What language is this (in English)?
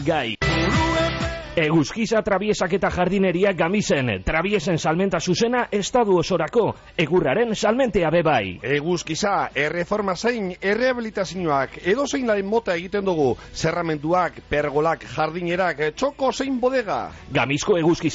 Basque